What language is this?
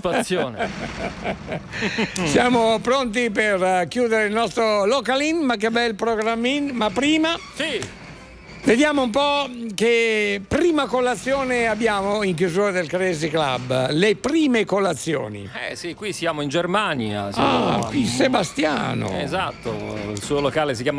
Italian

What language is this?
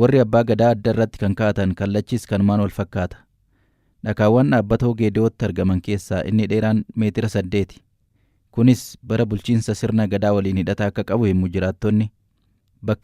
Oromo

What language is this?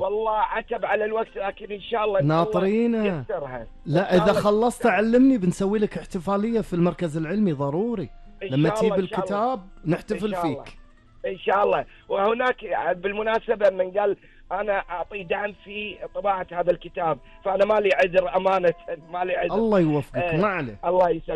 Gulf Arabic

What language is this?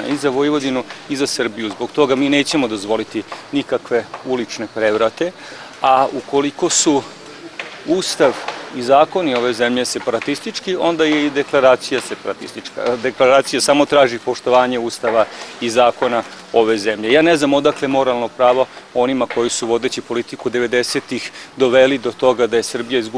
Serbian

